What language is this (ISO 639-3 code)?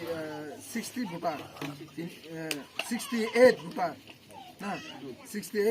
trp